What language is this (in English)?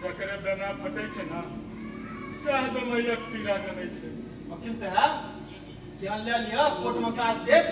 Maithili